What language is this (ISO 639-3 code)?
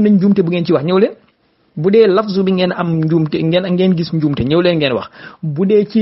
wol